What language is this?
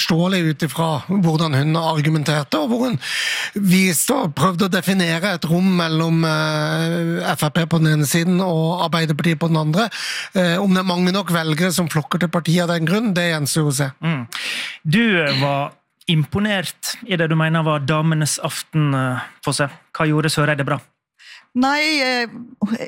Norwegian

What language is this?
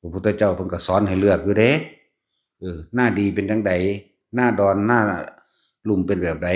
Northeastern Thai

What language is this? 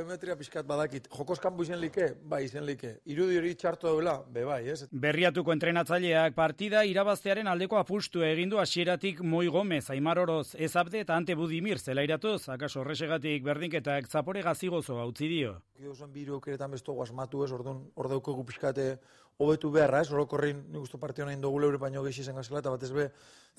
Basque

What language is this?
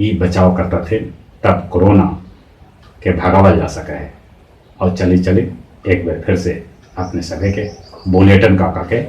Magahi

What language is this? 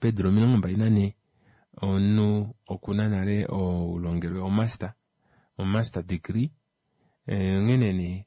Kuanyama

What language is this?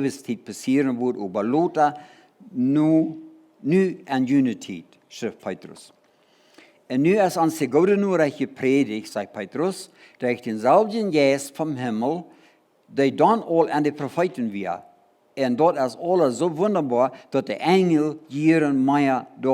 Plautdietsch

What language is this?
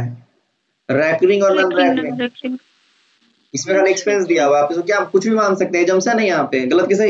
Hindi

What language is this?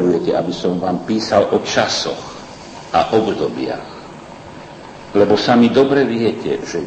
Slovak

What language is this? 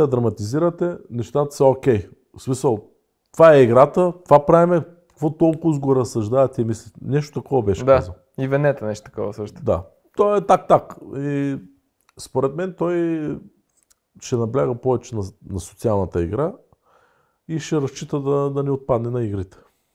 Bulgarian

